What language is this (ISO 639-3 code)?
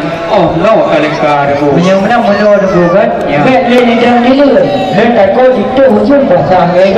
ace